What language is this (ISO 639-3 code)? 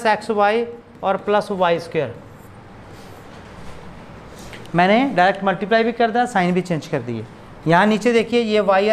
hin